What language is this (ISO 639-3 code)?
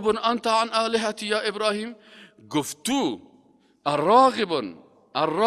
fas